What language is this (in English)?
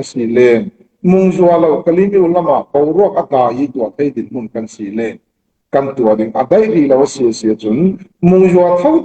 Falam Chin